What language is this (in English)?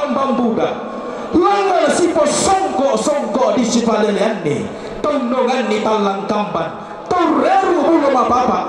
Toraja-Sa'dan